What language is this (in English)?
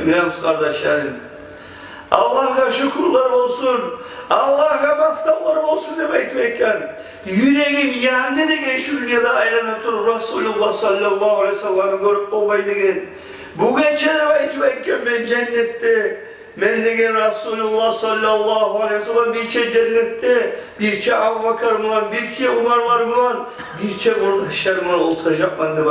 Kumyk